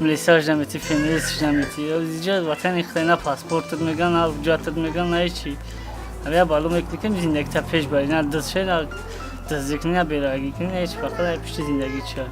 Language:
Tajik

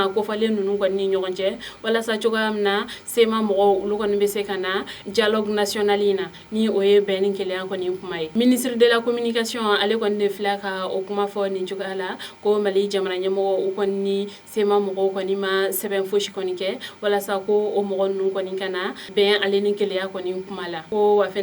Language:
Bambara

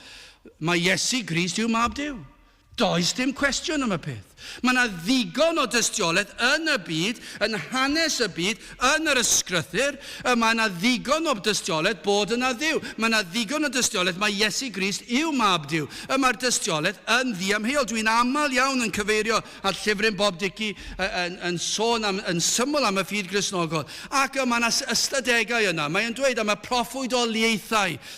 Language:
Welsh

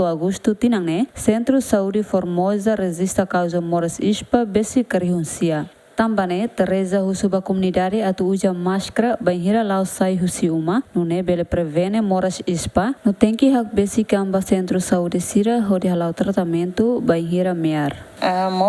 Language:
Tetum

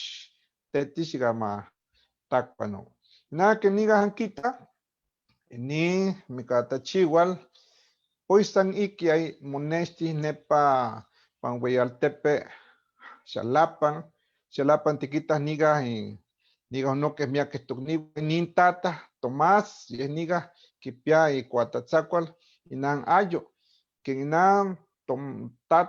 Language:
Eastern Huasteca Nahuatl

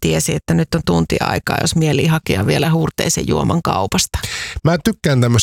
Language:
Finnish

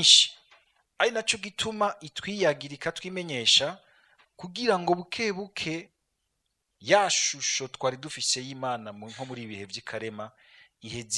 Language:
Rundi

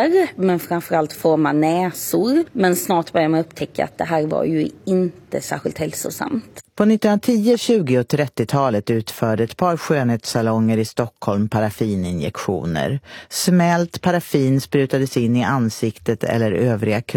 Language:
Swedish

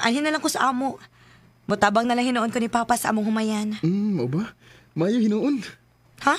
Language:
Cebuano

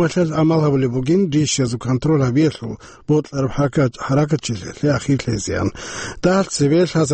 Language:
Avaric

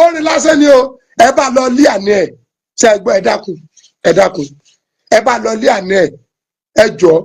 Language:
Yoruba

